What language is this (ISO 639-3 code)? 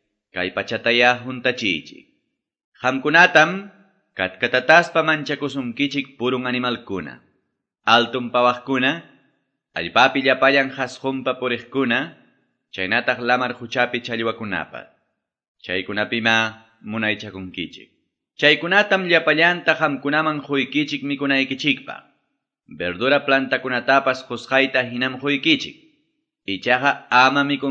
que